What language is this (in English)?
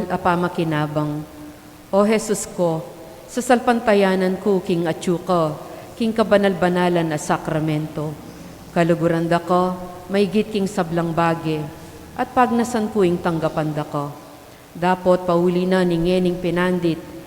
Pampanga